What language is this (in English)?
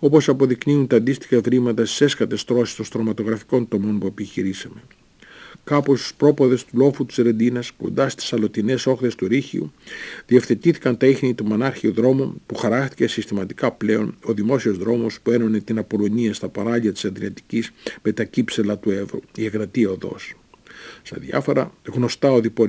Greek